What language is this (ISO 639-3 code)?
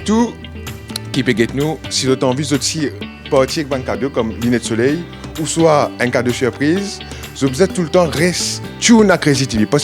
mfe